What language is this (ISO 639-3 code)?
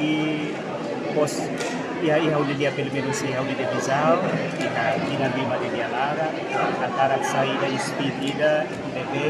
tet